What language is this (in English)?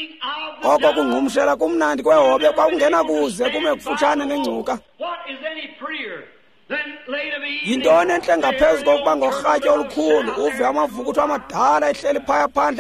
Xhosa